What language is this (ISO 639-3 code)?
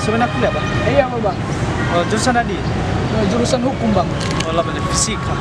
nia